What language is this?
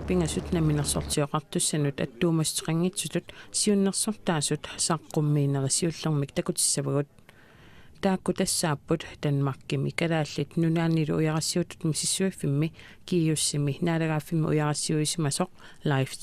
Kalaallisut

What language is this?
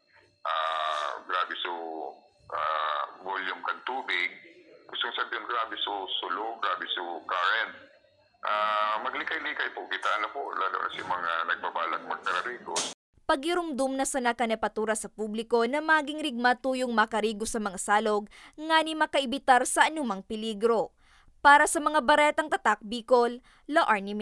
Bikol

